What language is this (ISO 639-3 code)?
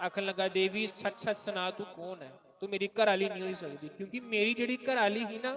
doi